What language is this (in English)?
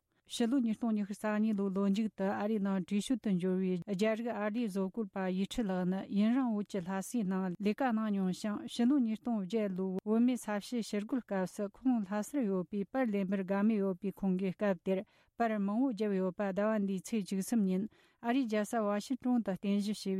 Tibetan